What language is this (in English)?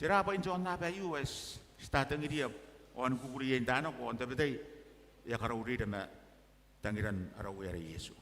Gilbertese